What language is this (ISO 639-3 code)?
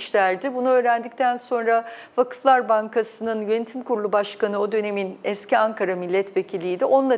tur